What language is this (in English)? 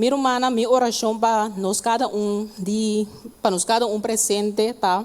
Papiamento